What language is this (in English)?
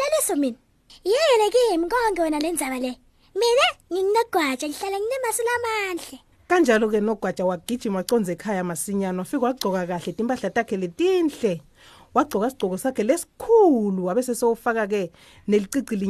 Swati